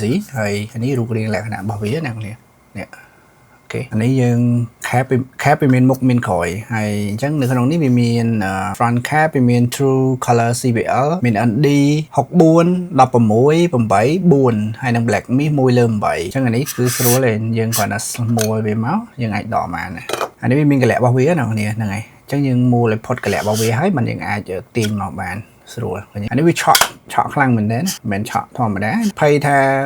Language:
Khmer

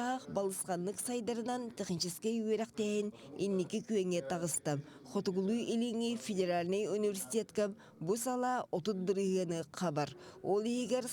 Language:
Yakut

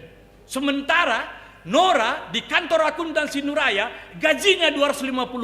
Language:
Batak Karo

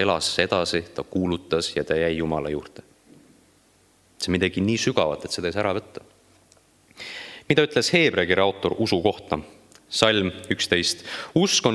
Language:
Estonian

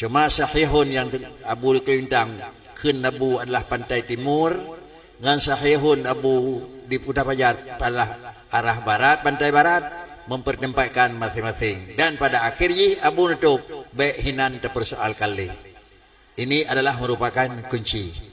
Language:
Achinese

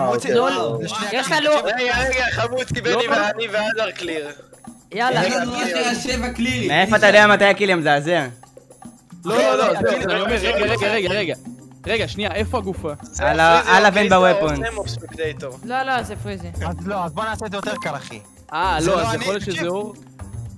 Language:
Hebrew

